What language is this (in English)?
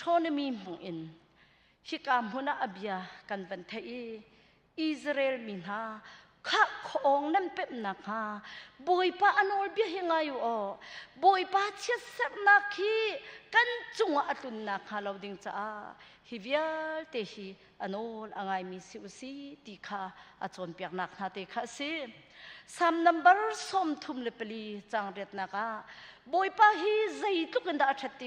Hakha Chin